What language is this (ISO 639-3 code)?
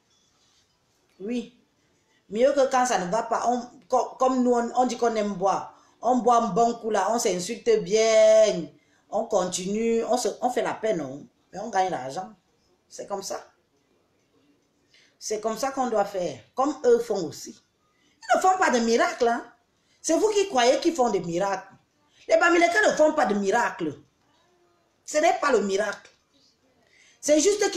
fra